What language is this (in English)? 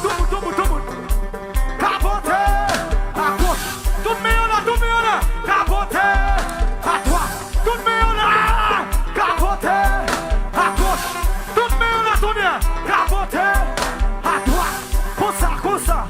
Haitian Creole